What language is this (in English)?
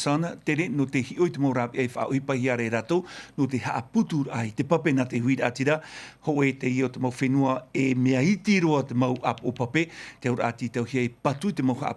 Tahitian